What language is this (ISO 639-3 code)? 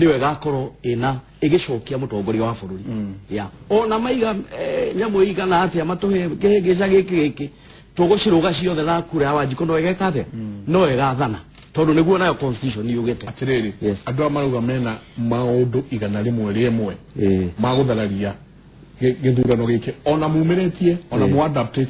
kik